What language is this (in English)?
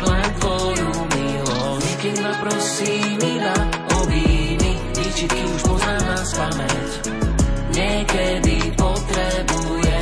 Slovak